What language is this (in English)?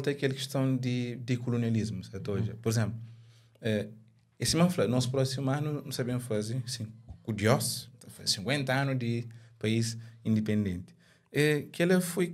Kabuverdianu